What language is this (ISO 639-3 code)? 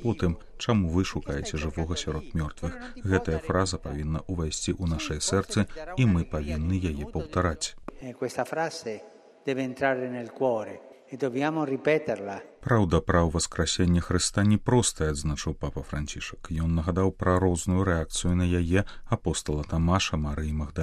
bel